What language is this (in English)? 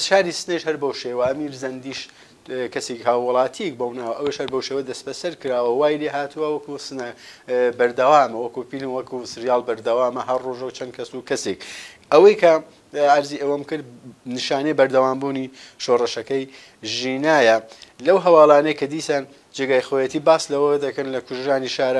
Central Kurdish